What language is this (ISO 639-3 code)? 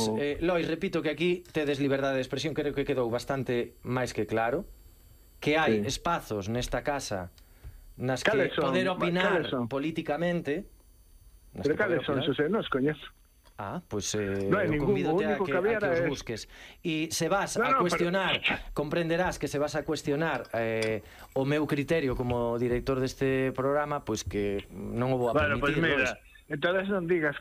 glg